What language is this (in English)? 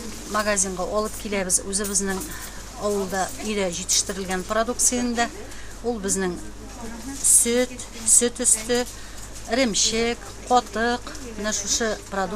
Tatar